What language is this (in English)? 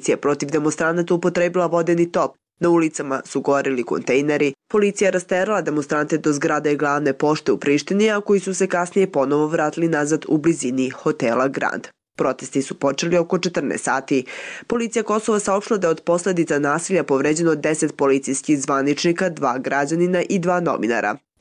Bosnian